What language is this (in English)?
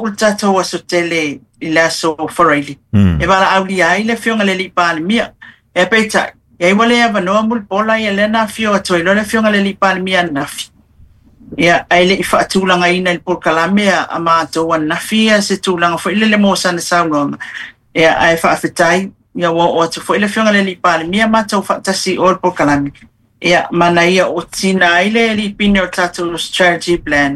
Samoan